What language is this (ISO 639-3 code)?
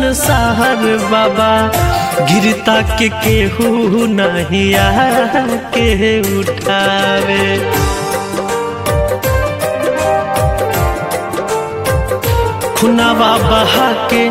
bho